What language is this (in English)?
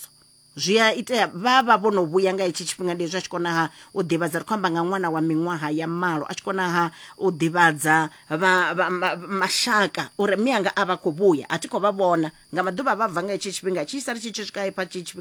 Venda